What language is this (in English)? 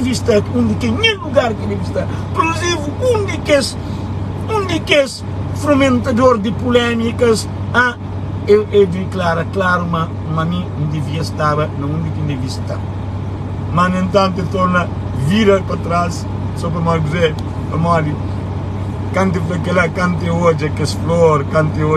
Kabuverdianu